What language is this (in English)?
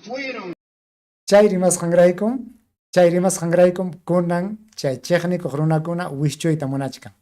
Ayacucho Quechua